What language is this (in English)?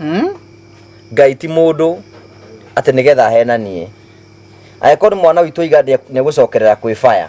Kikuyu